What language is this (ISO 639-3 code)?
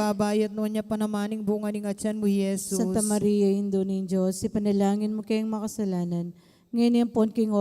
pam